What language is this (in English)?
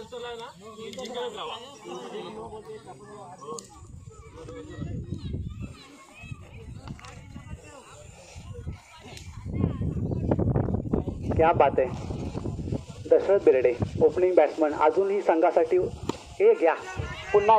Marathi